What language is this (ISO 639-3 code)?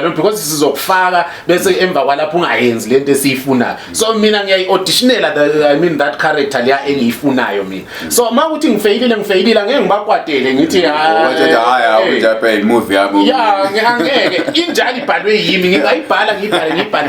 zul